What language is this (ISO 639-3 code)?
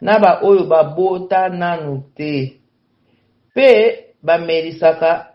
lin